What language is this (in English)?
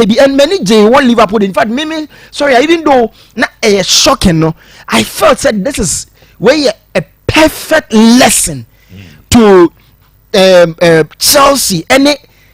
Akan